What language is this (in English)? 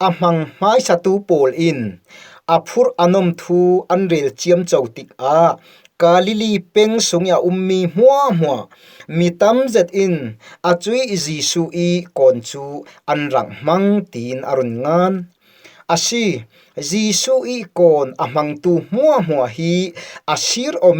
Falam Chin